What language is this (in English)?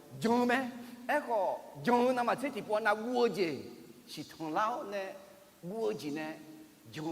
Akha